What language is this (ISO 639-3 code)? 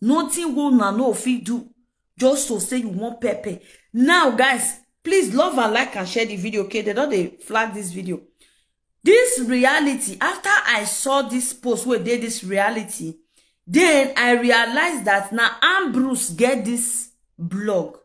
pcm